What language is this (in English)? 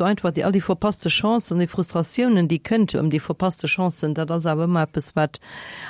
Luxembourgish